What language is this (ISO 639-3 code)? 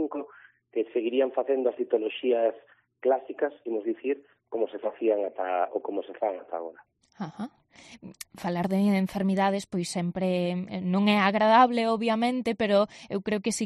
glg